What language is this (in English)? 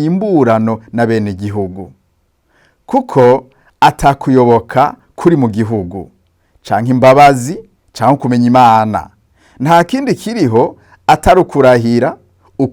Rundi